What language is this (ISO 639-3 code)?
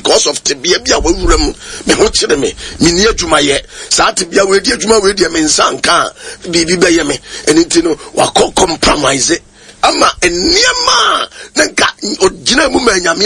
aka